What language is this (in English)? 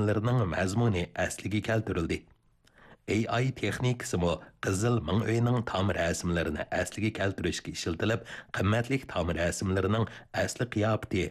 Uyghur